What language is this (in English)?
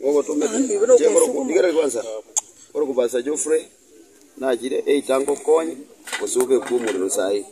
Gusii